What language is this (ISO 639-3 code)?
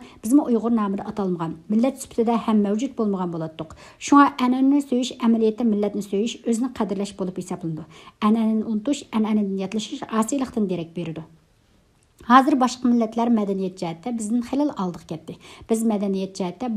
uig